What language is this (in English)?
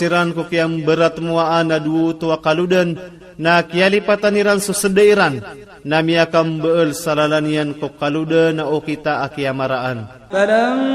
Iranun (Philippines)